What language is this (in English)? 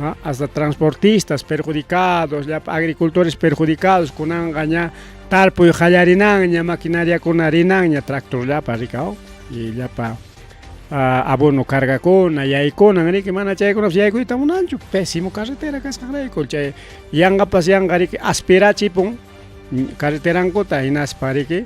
Ayacucho Quechua